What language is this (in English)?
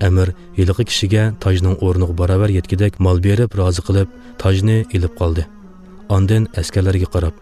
Uyghur